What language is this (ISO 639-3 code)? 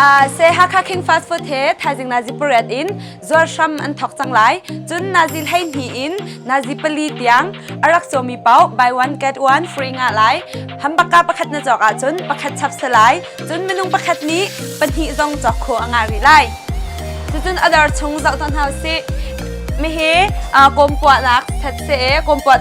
cnh